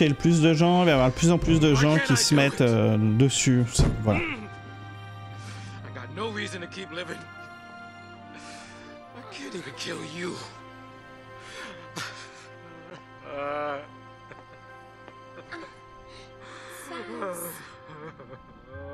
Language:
French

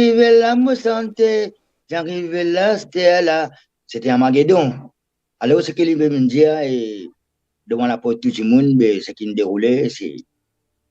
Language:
Morisyen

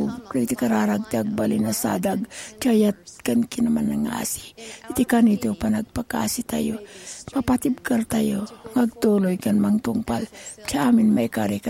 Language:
Iloko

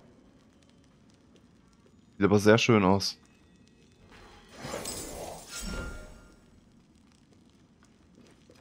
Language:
German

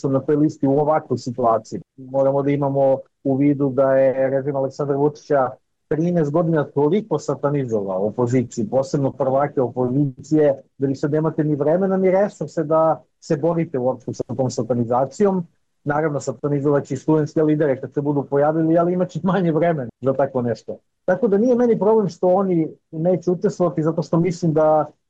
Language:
Serbian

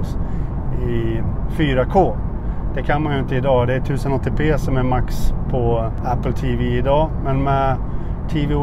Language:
Swedish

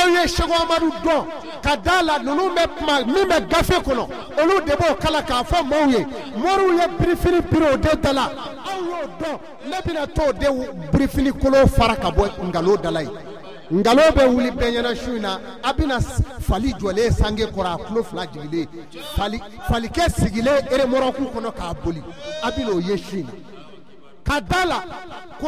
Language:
Bambara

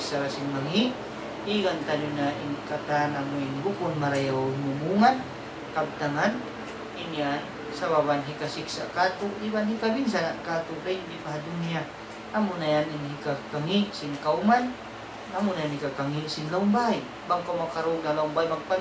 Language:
Tausug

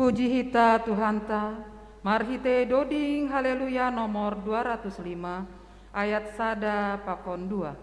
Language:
Batak Simalungun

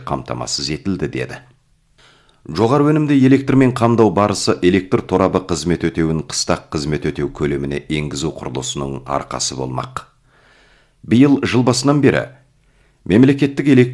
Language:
Kazakh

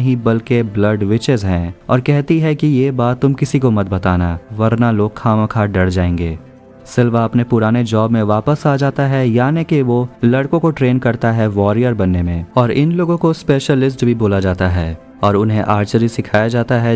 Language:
Hindi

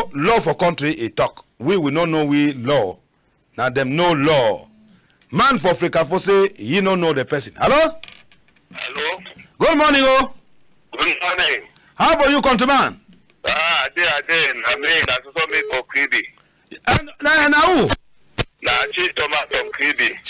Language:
Cameroon Pidgin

